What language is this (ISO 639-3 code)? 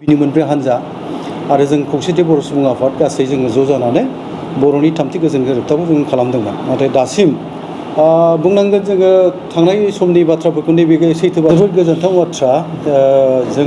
brx